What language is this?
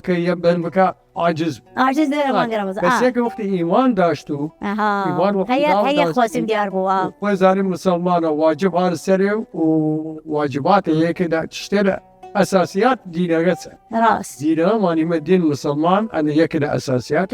Southern Kurdish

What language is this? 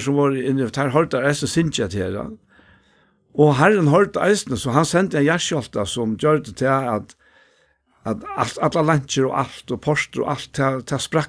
Faroese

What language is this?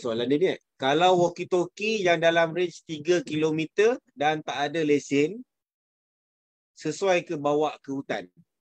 Malay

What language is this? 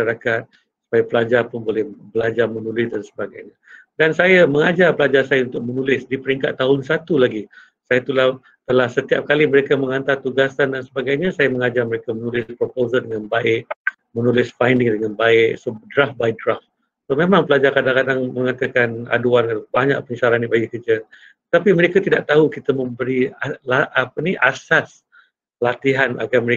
Malay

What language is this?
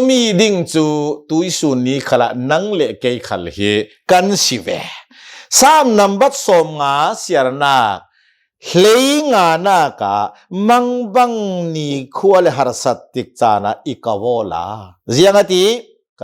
Hakha Chin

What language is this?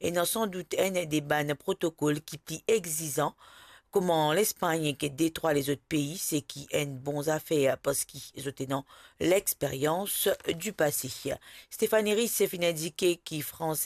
Morisyen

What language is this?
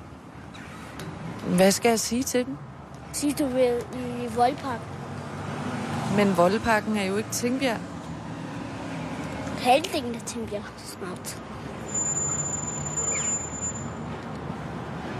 Danish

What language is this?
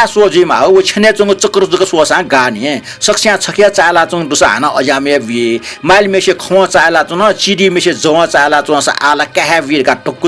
Newari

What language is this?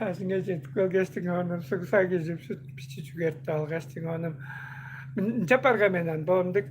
Tuvinian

